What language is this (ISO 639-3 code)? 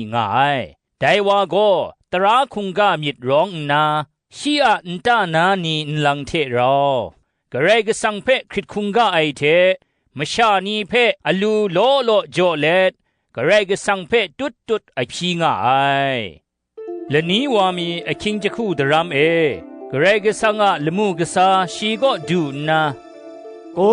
kac